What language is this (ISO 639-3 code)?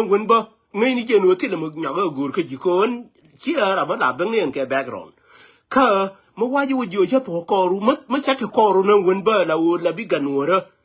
nus